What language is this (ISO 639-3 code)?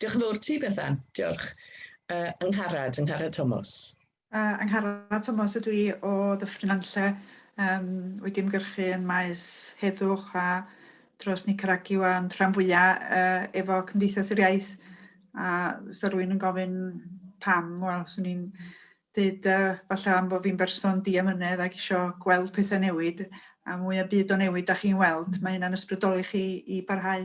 cym